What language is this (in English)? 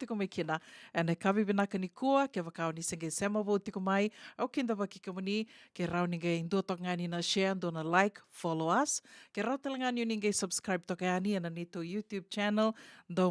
Fijian